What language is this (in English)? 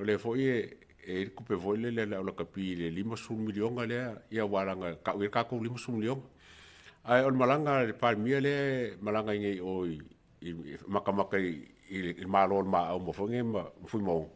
Samoan